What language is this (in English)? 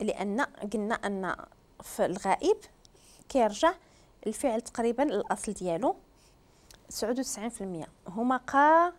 Moroccan Arabic